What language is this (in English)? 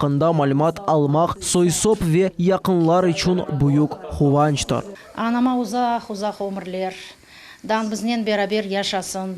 Crimean Tatar